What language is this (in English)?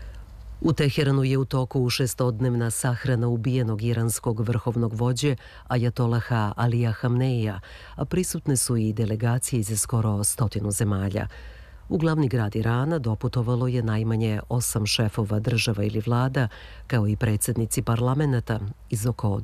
Serbian